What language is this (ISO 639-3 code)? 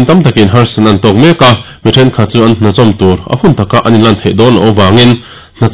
lus